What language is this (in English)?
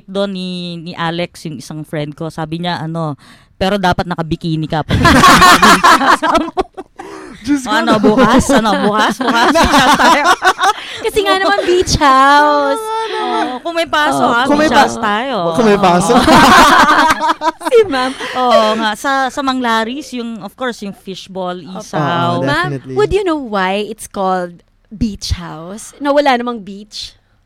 Filipino